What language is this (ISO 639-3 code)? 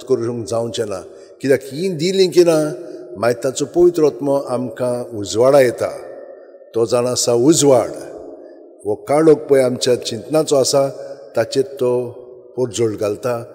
kok